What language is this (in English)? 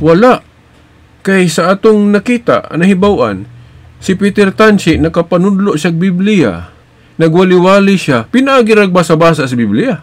Cebuano